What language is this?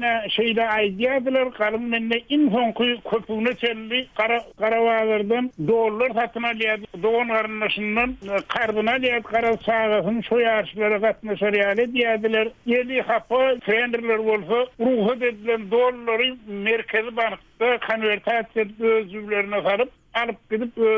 Turkmen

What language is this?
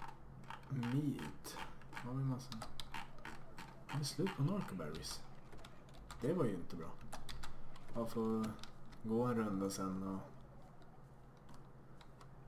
Swedish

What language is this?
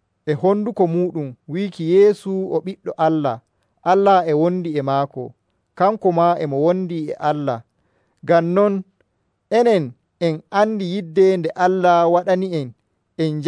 Nigerian Fulfulde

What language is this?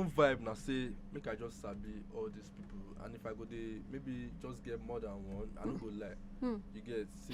Nigerian Pidgin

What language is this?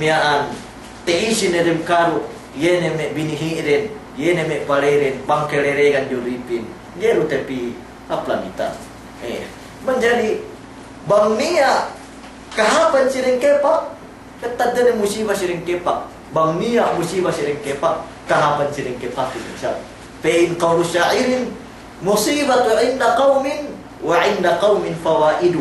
Yakan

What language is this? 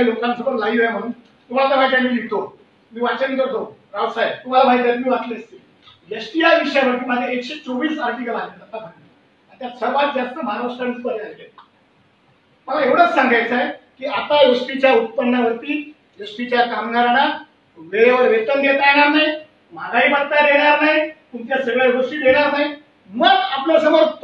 Marathi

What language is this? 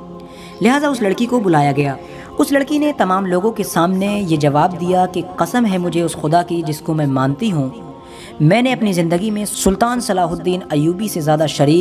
Urdu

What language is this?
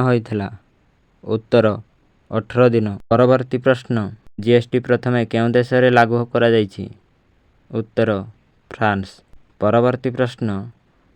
Odia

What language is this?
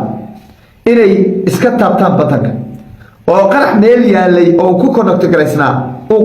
Somali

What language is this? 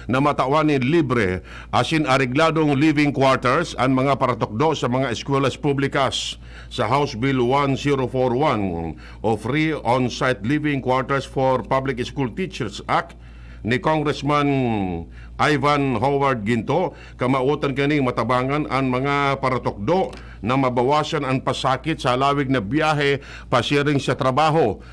Bikol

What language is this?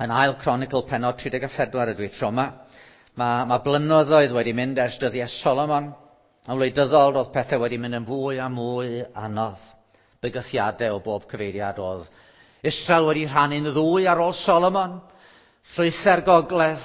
Welsh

